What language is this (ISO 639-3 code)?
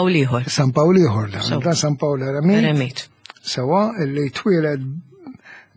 mlt